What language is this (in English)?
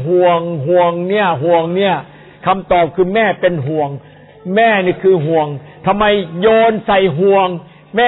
Thai